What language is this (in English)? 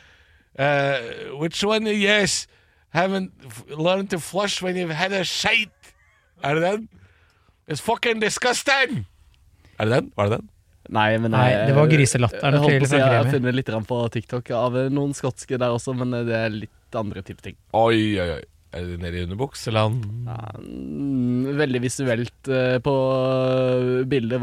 Norwegian